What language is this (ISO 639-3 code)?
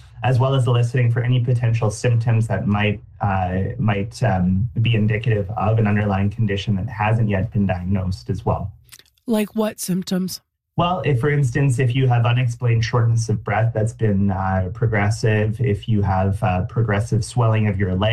eng